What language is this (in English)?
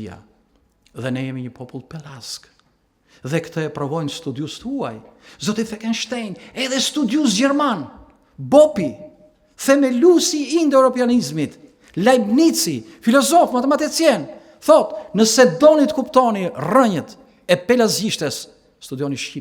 Albanian